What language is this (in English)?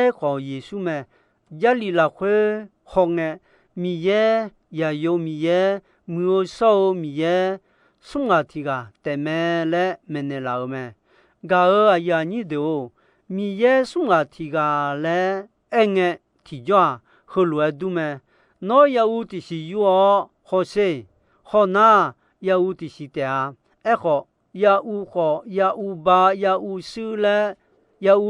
Akha